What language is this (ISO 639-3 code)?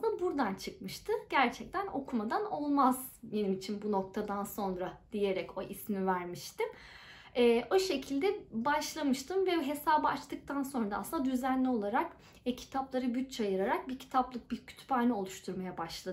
tur